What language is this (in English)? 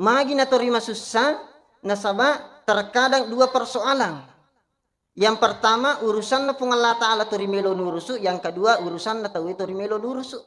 Buginese